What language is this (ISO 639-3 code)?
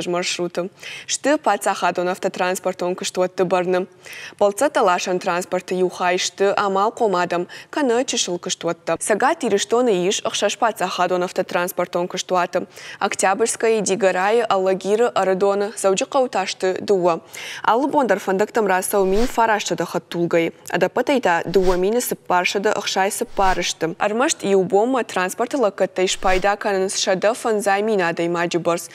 oss